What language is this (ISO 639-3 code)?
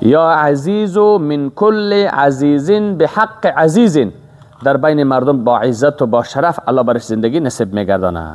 fas